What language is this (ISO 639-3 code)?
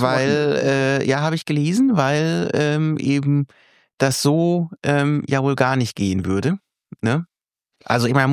deu